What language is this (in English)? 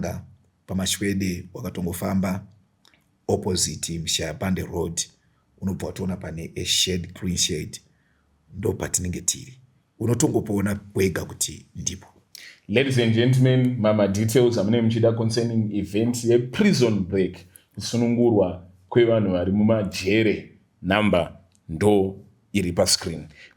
Shona